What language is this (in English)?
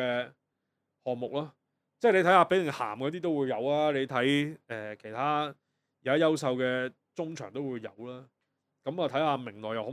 Cantonese